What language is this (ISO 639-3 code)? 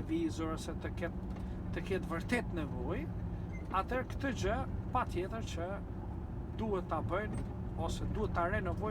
sqi